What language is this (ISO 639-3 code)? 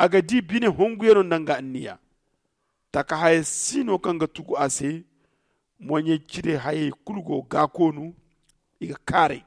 dje